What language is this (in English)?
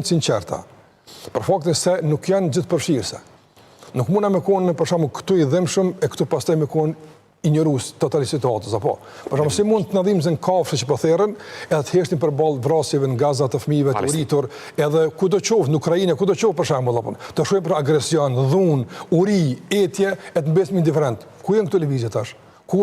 Albanian